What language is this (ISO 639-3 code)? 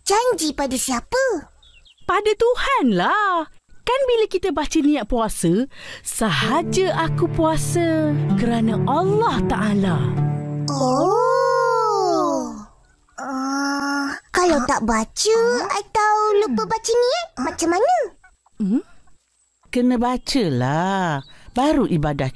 msa